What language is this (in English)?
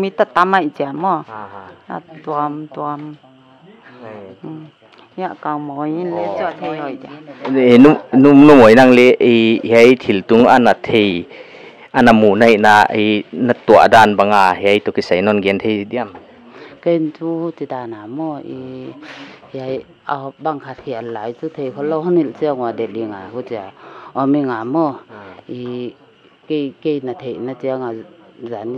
Paite Chin